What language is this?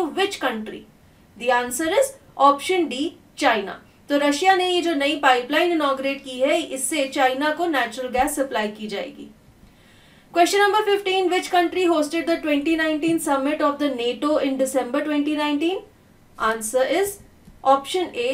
English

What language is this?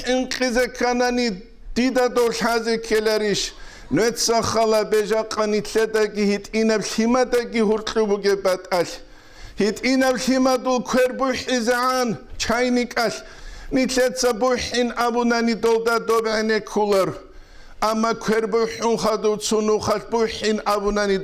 Avaric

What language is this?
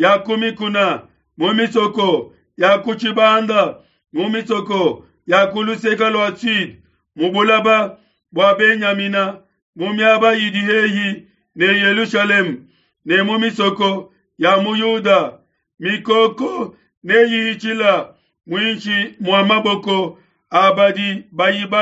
Luba-Lulua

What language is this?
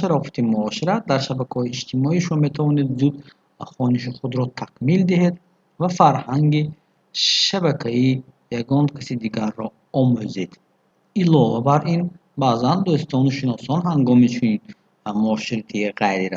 Tajik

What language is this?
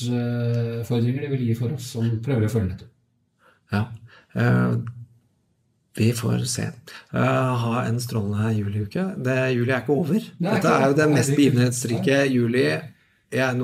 Norwegian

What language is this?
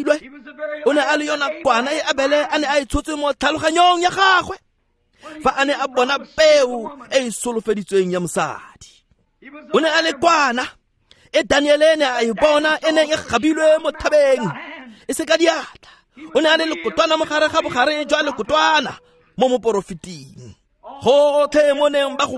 Tswana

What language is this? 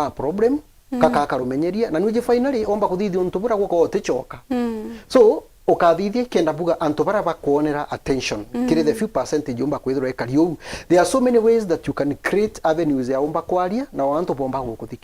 Meru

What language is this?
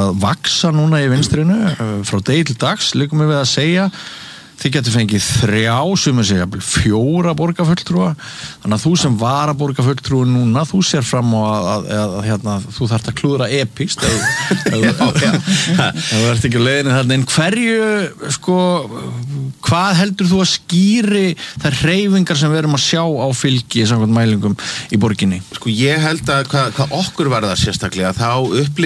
Icelandic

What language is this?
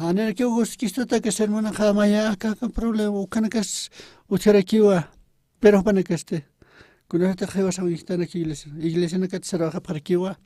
Aymara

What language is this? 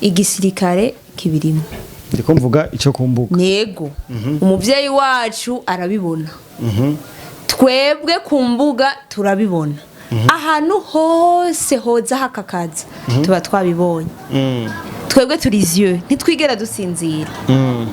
Rundi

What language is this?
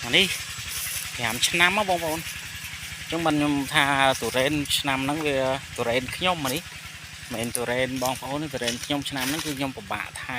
Khmer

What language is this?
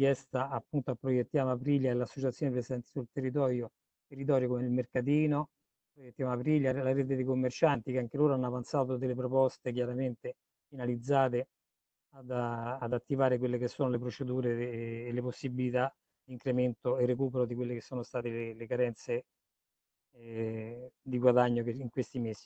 Italian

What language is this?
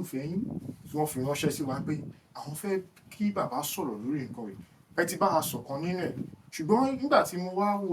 Yoruba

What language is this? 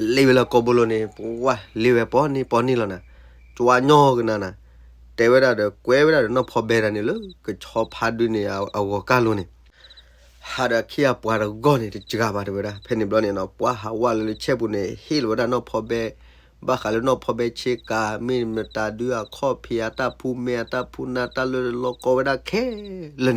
S'gaw Karen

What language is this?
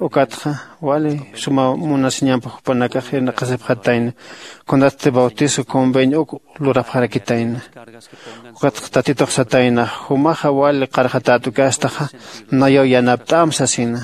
Aymara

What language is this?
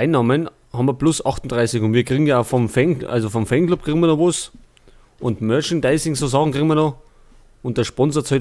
Bavarian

